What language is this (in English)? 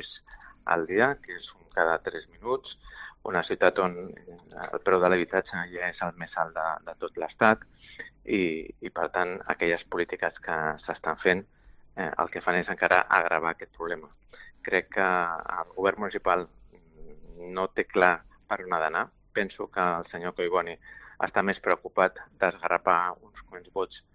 Catalan